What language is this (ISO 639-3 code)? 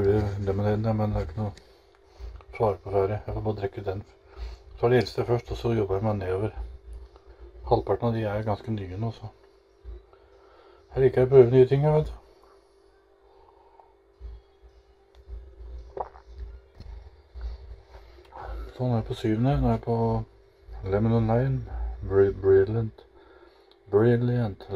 nor